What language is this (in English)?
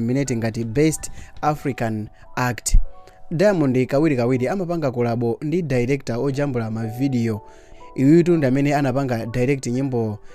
Nyanja